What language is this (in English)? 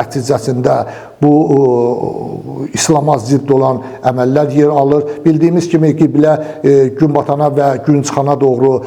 Azerbaijani